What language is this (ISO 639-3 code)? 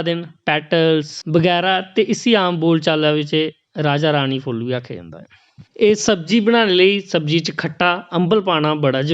doi